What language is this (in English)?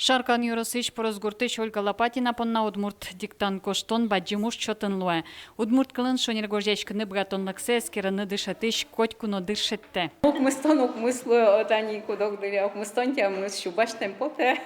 Udmurt